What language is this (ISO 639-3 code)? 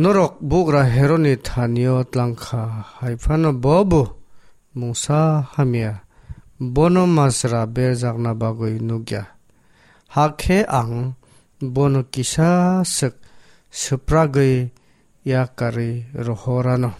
trp